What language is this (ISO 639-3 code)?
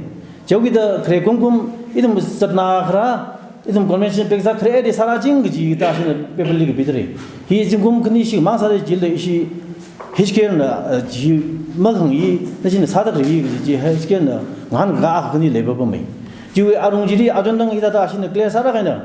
nmf